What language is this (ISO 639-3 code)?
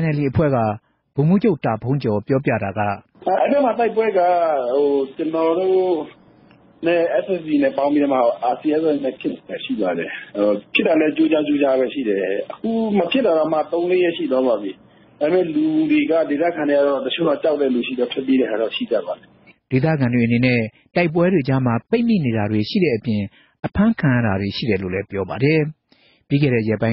mya